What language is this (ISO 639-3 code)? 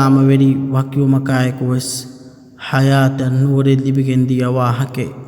div